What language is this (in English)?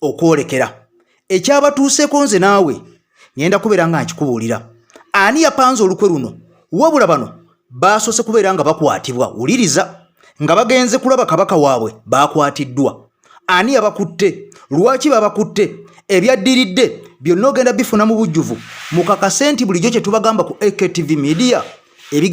Ganda